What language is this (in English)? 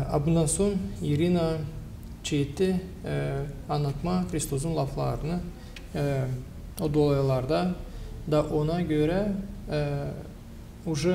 Gagauz